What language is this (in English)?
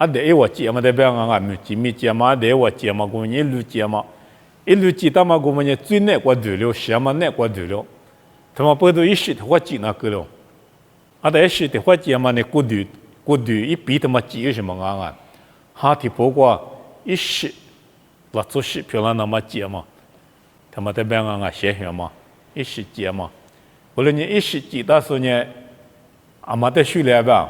Lisu